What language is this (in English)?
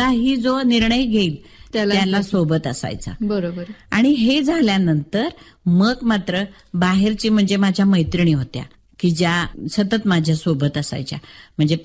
Marathi